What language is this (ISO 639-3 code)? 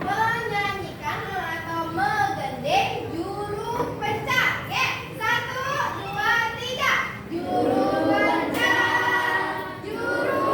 ban